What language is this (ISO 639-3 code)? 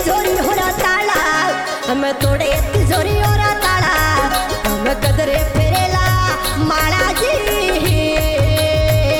bho